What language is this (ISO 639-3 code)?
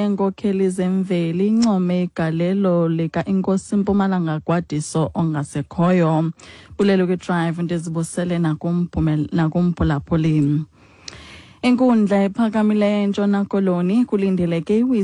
xho